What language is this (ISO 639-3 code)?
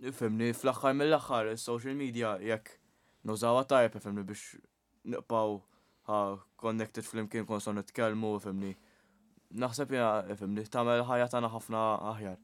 mlt